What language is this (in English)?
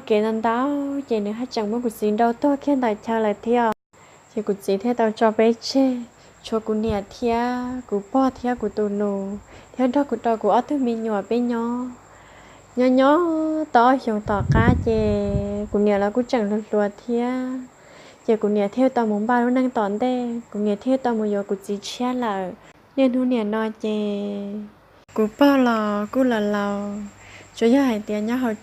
Hmong